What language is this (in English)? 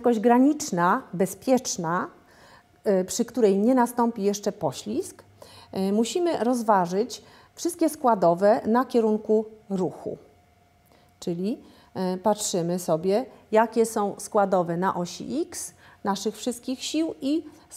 Polish